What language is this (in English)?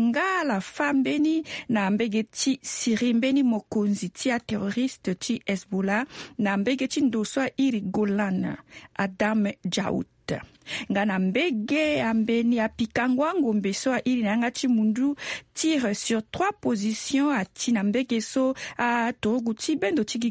Sango